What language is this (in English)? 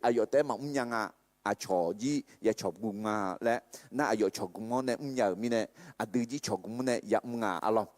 Akha